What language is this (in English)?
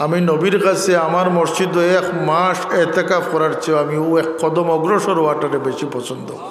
Sylheti